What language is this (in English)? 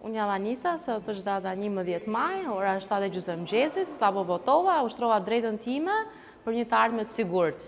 Albanian